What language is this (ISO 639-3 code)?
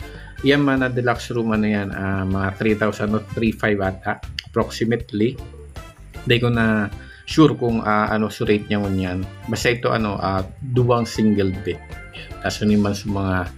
bik